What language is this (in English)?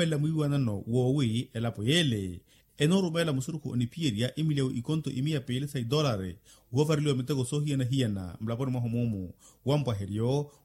Makhuwa